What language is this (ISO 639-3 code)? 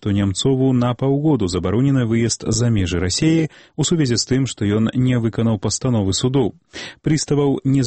bel